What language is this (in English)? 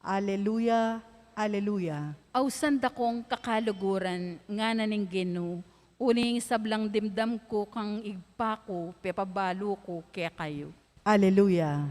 Pampanga